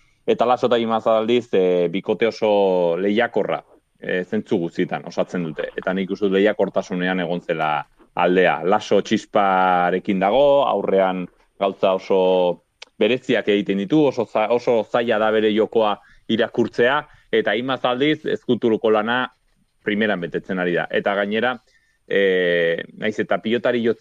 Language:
Basque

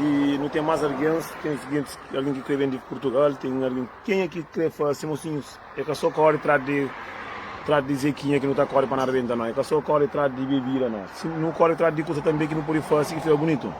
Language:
Kabuverdianu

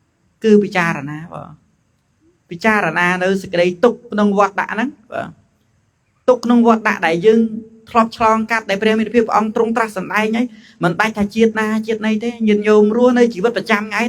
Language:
Khmer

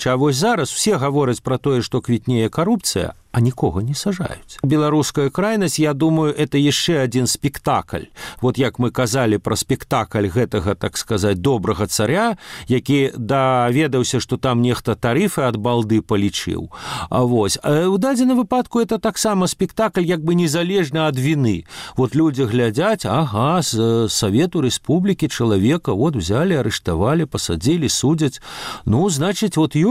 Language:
Belarusian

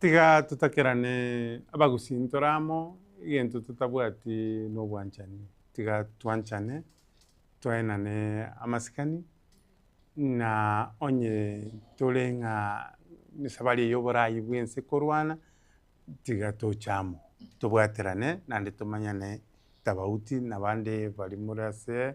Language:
Gusii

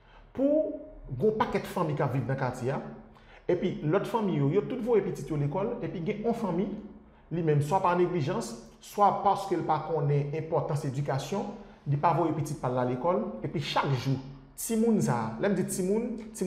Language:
Haitian Creole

